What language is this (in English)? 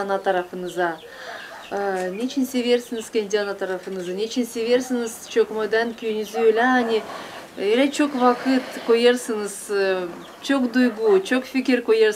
Gagauz